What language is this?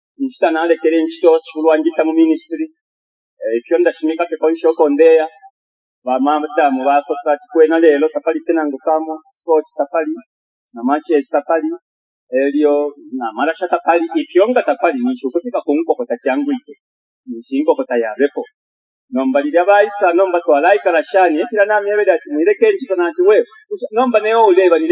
Bemba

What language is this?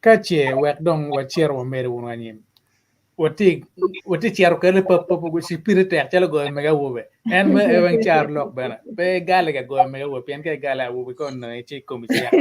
Acoli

